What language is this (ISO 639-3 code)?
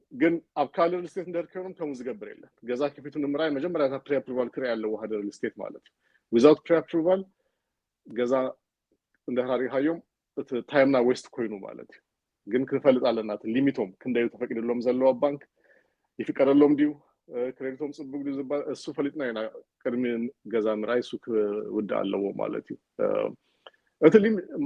tir